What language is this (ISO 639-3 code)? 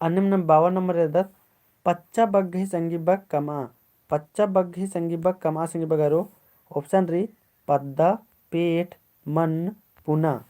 kru